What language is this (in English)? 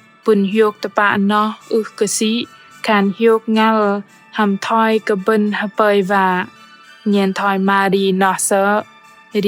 Bahnar